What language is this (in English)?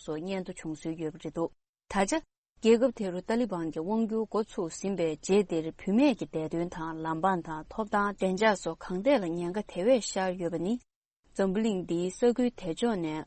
Tibetan